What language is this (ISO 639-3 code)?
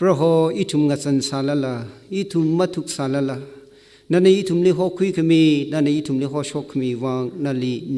nmf